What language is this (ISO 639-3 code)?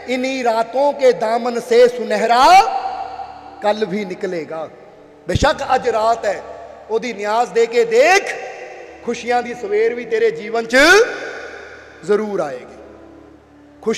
pan